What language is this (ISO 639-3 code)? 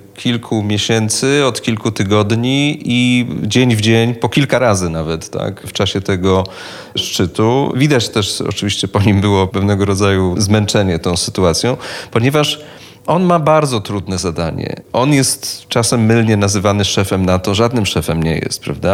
pol